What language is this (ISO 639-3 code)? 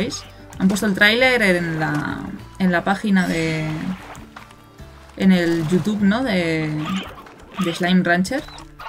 spa